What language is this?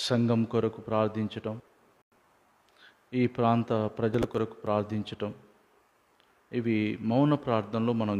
Telugu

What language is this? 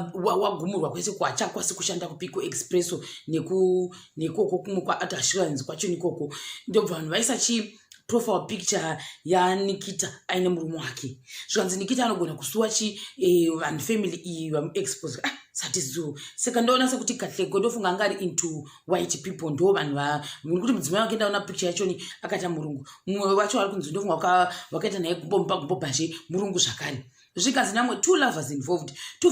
Shona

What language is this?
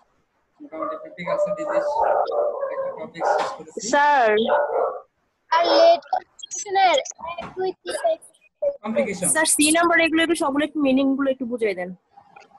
Bangla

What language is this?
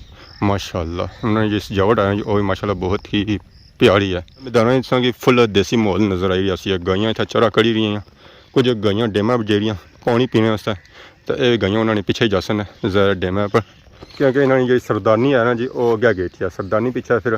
Pahari-Potwari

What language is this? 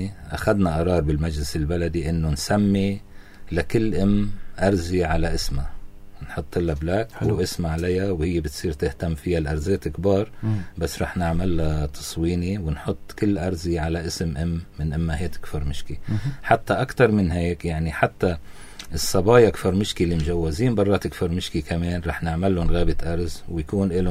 North Levantine Arabic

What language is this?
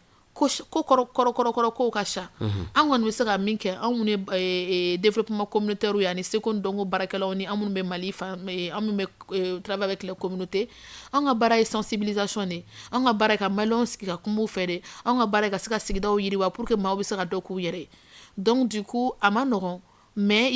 Bambara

